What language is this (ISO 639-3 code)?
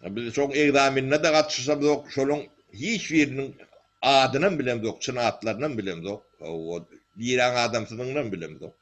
tuk